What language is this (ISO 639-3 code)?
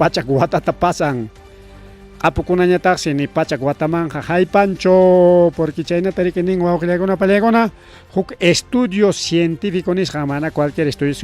quy